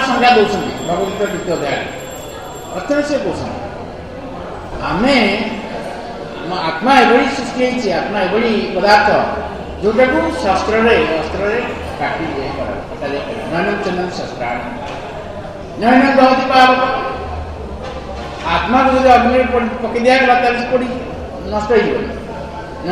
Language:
Odia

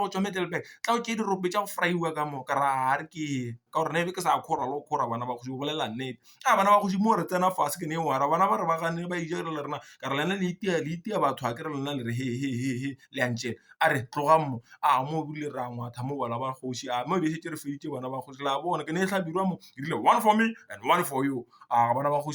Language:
Northern Sotho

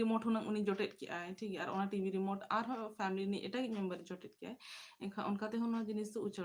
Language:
Santali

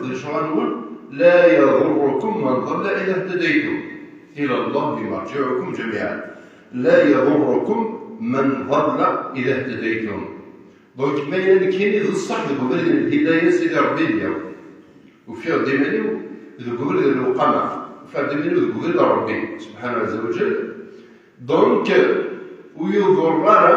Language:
Kabyle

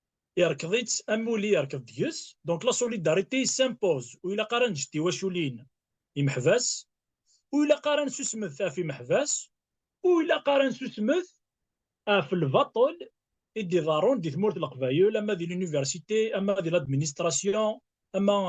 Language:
Kabyle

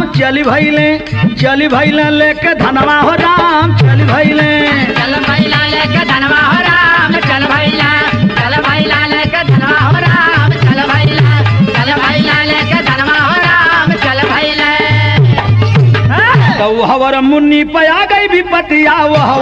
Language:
Bhojpuri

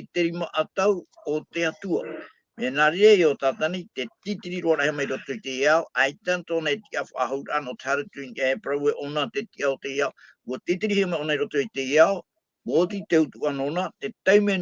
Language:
Tahitian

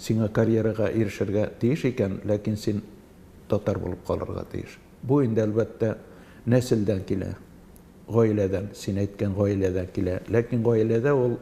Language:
Tatar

